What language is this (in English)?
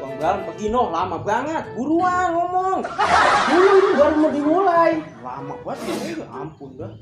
Betawi